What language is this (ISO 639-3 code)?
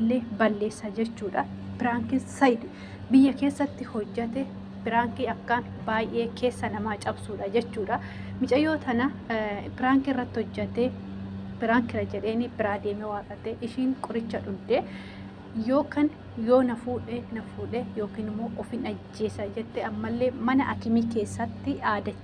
orm